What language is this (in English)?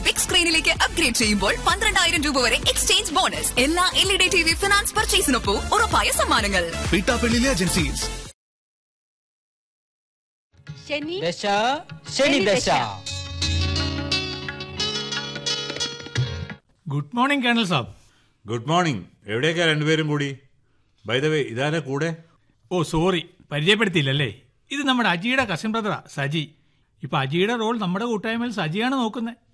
Malayalam